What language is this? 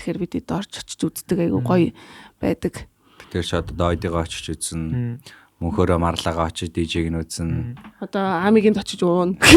Mongolian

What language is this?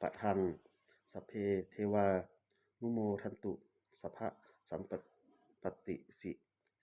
Pali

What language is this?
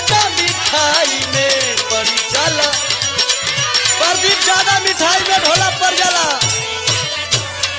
Bhojpuri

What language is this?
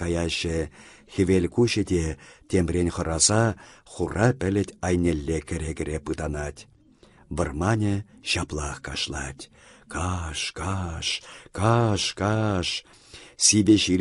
Chuvash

